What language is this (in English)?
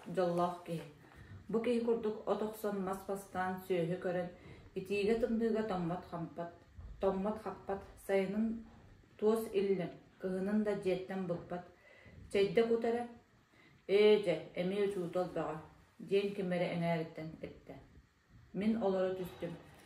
Yakut